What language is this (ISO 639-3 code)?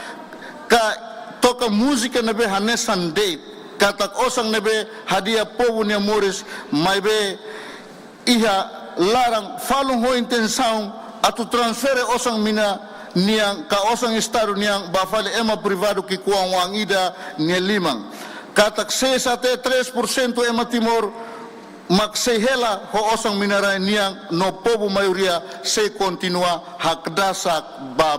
tet